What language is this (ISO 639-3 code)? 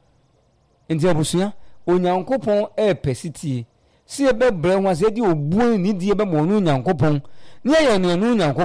aka